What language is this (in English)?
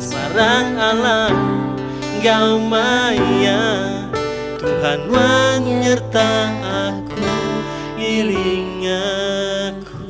Iban